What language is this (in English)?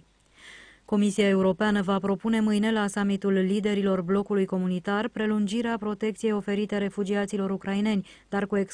Romanian